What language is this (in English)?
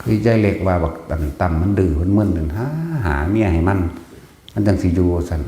Northeastern Thai